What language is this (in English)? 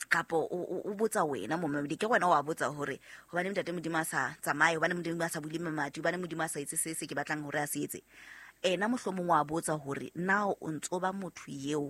Southern Sotho